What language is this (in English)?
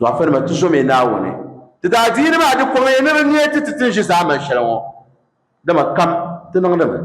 Dagbani